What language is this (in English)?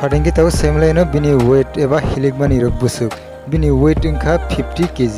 Kok Borok